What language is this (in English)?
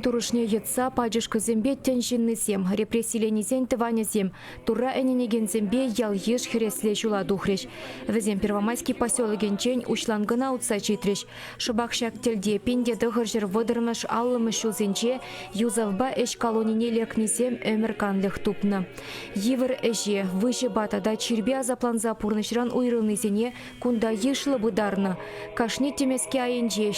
Chuvash